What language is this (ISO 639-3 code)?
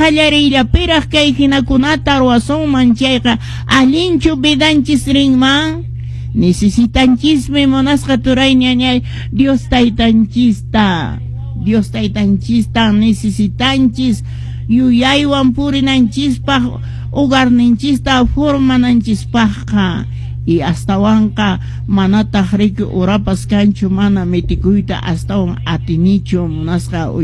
que